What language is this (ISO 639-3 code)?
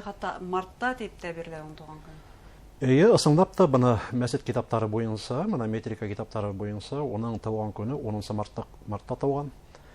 bak